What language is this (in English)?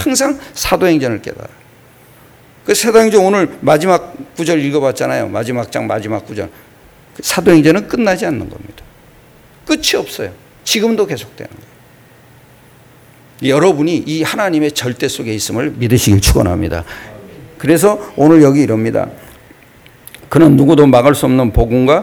Korean